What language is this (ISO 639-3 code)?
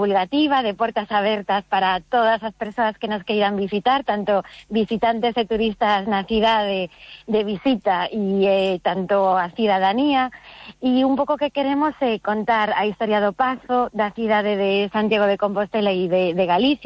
glg